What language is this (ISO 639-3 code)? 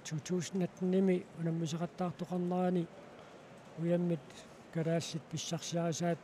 kal